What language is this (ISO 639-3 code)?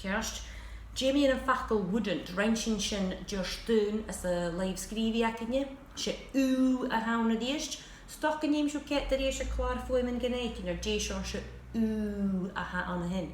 gla